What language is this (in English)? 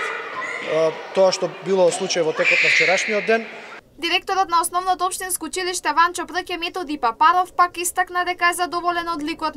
Macedonian